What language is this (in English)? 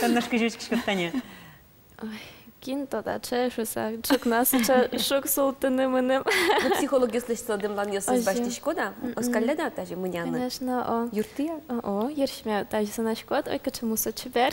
Udmurt